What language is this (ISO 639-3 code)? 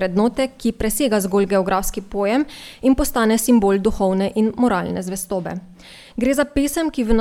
slv